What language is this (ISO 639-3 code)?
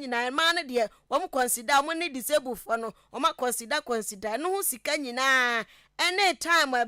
aka